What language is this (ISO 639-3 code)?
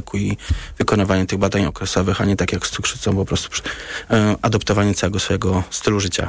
pol